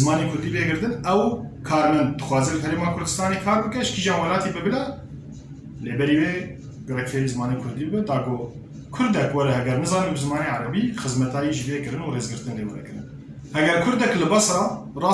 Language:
Kurdish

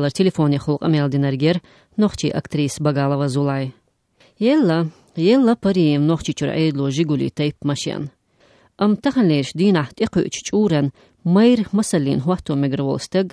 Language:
Chechen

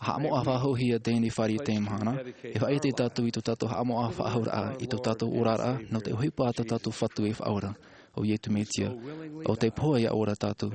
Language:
Tahitian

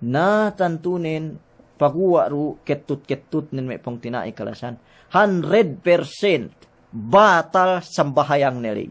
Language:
Yakan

